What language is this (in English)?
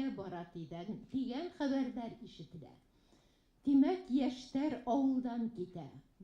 Bashkir